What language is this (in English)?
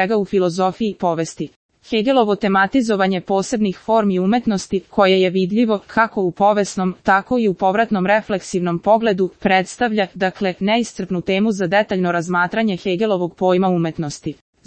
Serbian